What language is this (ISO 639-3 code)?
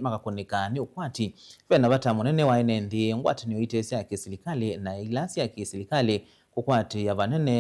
kam